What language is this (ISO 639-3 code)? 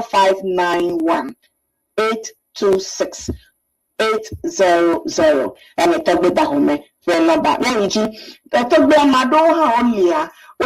ewe